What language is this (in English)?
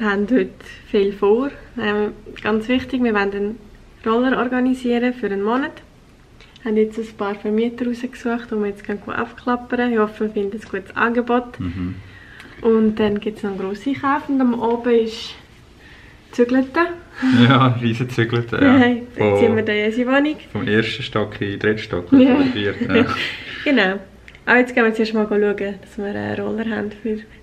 Swiss German